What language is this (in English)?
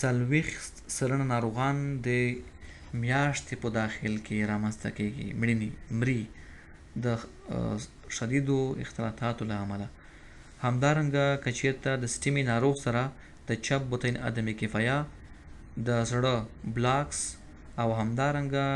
Pashto